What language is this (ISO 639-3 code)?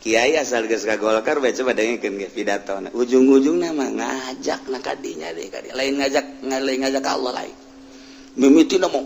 sun